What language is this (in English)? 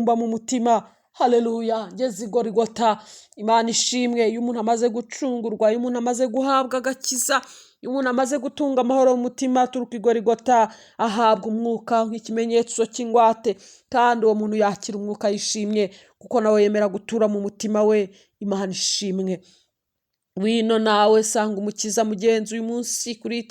Kinyarwanda